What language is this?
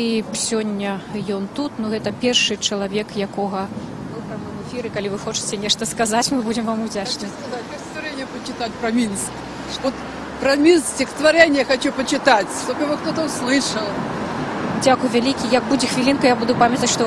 Belarusian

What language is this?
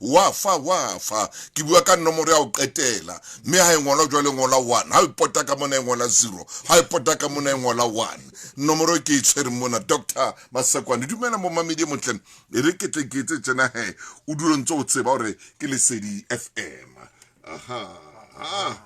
Southern Sotho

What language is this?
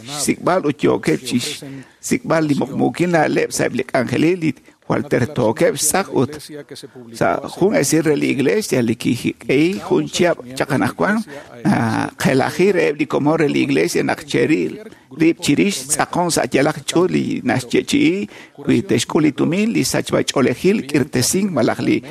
Kekchí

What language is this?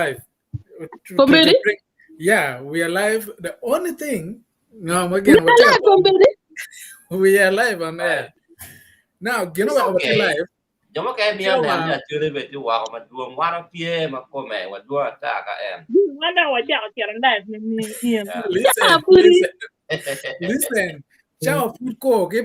Acoli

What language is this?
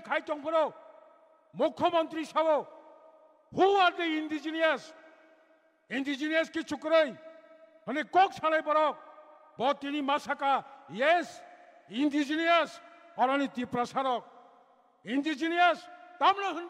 Kok Borok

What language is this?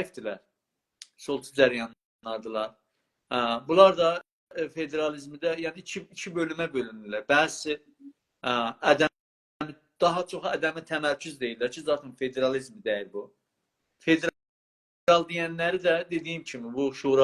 South Azerbaijani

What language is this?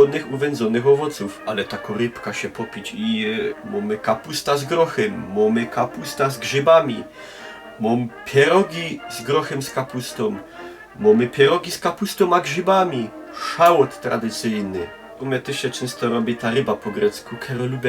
Silesian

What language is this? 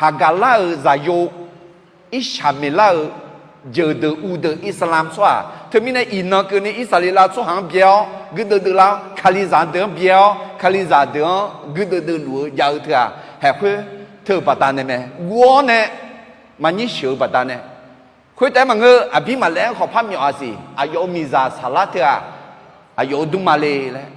Akha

